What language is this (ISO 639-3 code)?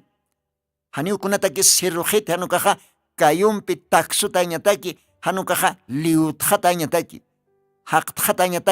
aym